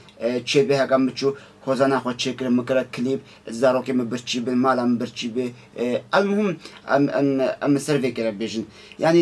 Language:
Kurdish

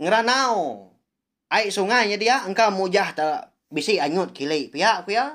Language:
Iban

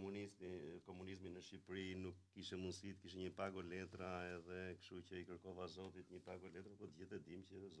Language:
Albanian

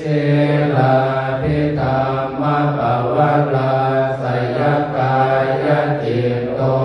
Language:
Pali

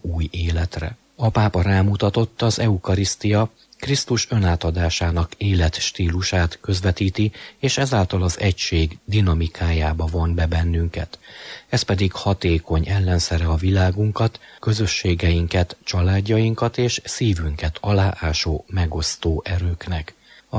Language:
Hungarian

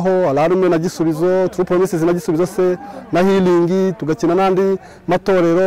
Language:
Kinyarwanda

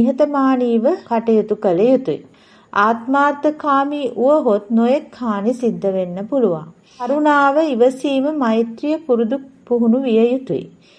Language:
Sinhala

